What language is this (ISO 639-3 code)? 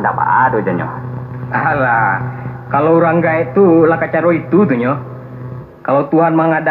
min